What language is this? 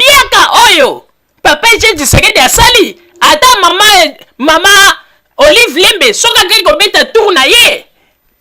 Lingala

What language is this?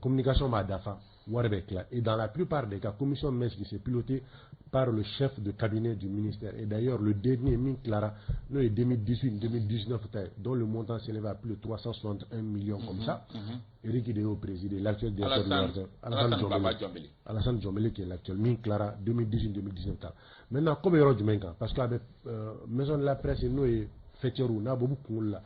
Bambara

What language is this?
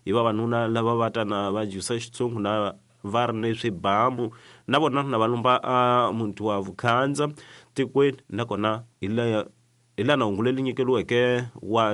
Tsonga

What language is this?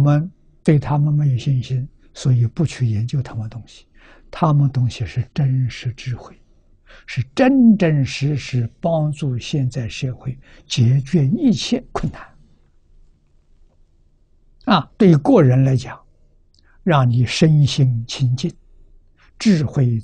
Chinese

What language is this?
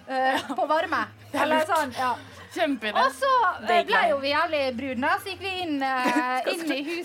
Norwegian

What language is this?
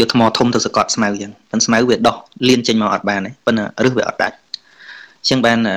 Khmer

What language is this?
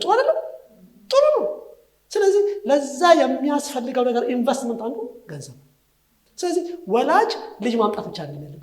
Amharic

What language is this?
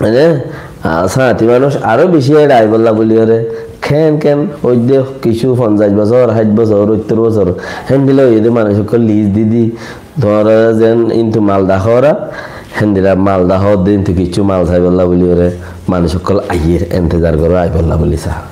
Rohingya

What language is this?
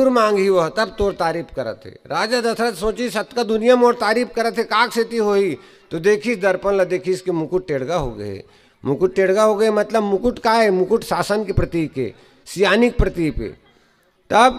Chhattisgarhi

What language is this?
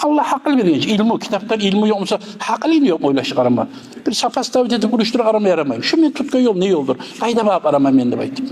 Kumyk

